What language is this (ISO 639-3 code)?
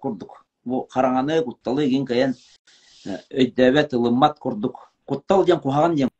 sah